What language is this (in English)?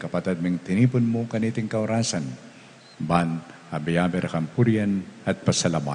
Pampanga